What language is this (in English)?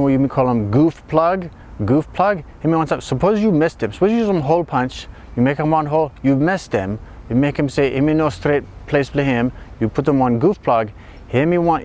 Bislama